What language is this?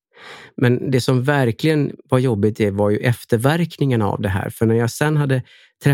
Swedish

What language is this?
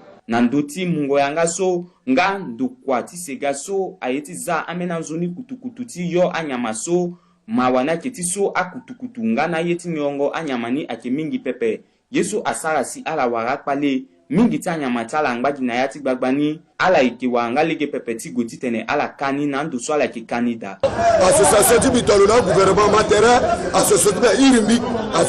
Sango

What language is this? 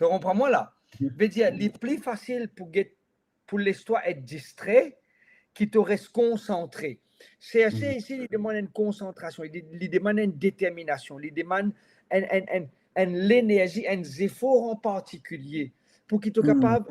Morisyen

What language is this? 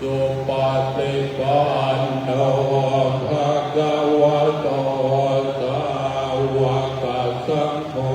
Pali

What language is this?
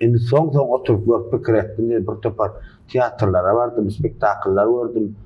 Turkmen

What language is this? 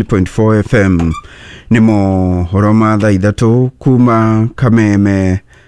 Kikuyu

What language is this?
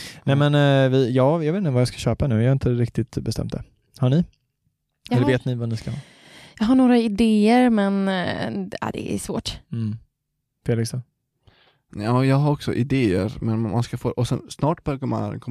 Swedish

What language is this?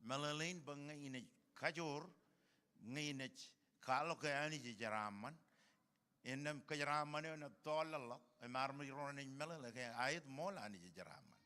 Marshallese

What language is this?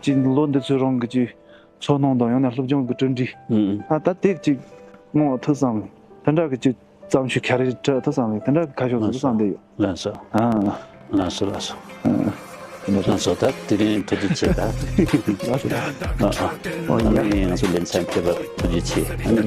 Tibetan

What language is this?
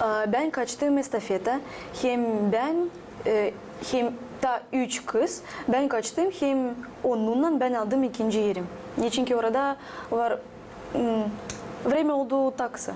Gagauz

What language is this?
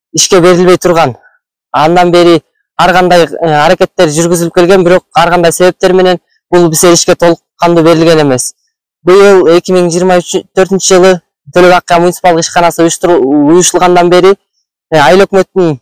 Kyrgyz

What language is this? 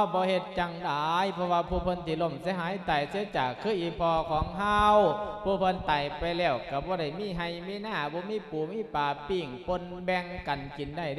Lao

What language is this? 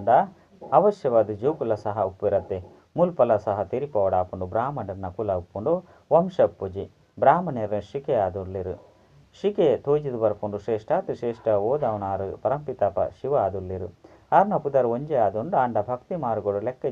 Tulu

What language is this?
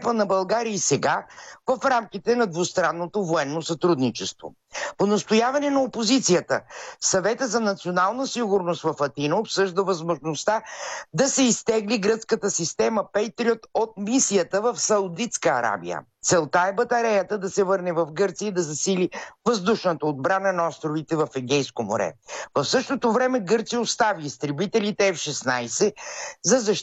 Bulgarian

